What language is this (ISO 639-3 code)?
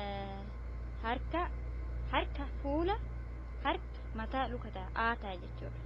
orm